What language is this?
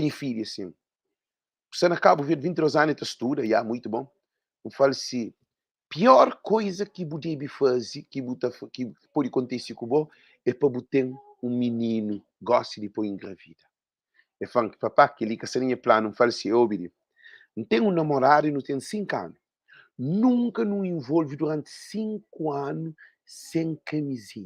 Kabuverdianu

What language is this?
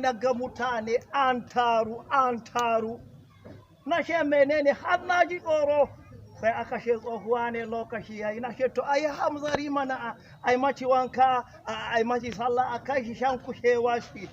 Hausa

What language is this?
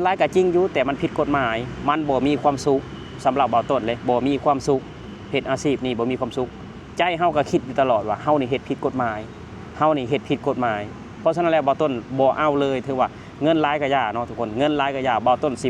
Lao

